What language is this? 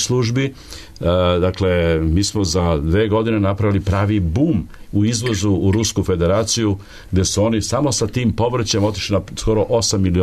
Serbian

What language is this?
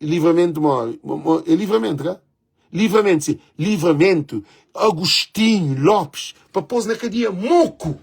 Kabuverdianu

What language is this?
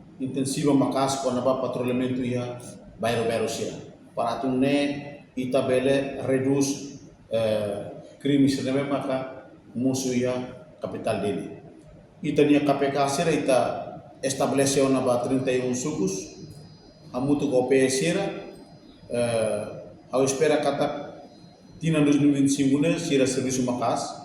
Tetum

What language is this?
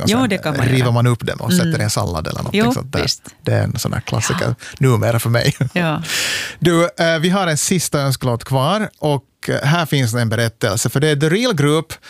Swedish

